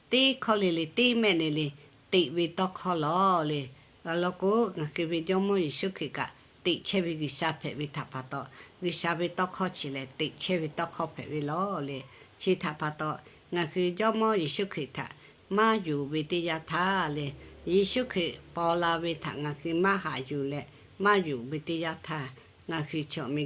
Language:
Lahu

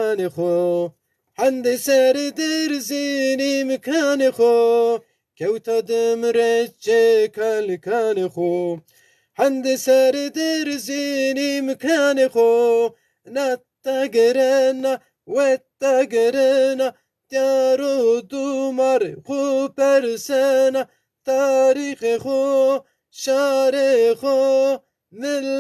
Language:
Zaza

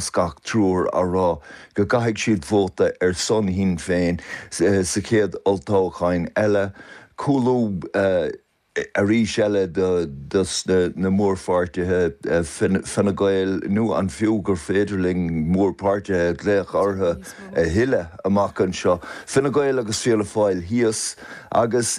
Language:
Irish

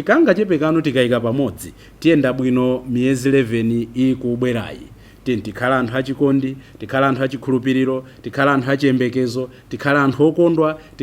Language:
Nyanja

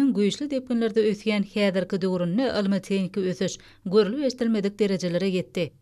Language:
Turkmen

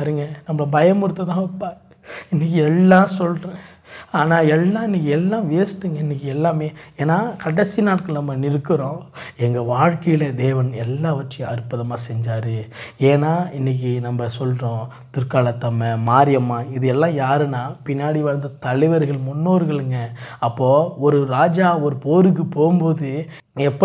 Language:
Tamil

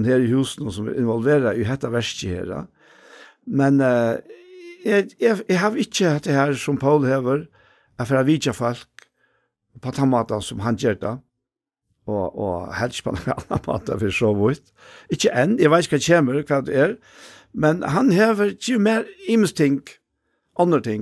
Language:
Faroese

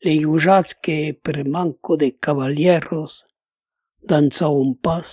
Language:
Occitan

